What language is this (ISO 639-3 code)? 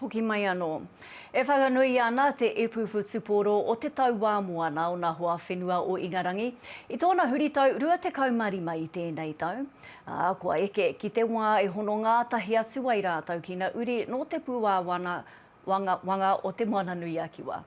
mri